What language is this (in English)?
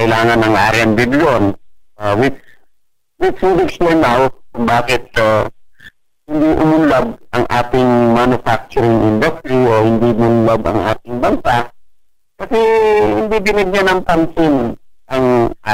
Filipino